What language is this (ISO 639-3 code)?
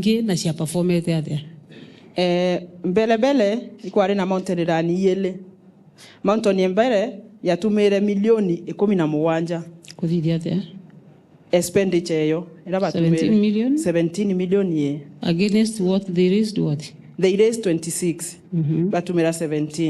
mer